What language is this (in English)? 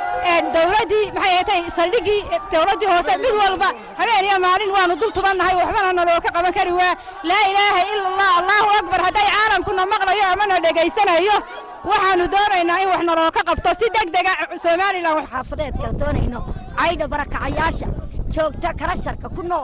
Somali